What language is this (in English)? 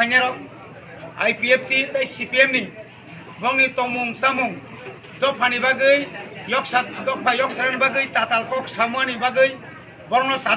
Kok Borok